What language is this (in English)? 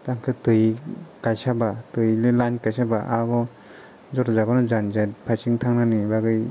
Kok Borok